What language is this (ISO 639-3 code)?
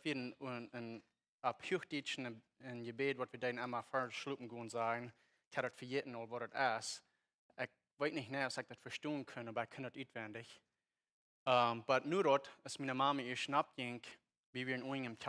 pdt